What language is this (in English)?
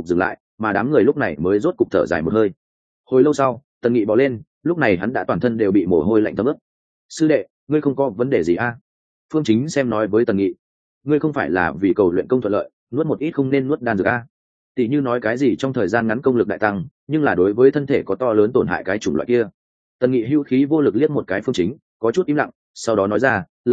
Vietnamese